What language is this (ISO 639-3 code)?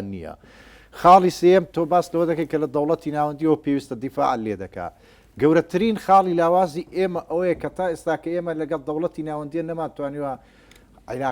ckb